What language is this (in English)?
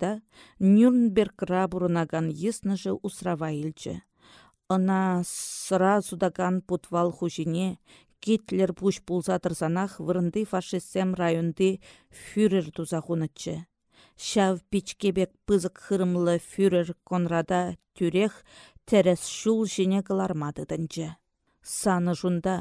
Chuvash